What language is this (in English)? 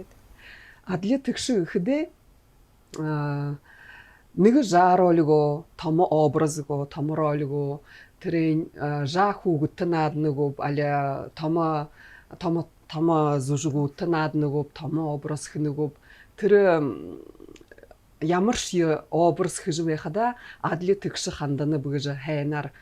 Buriat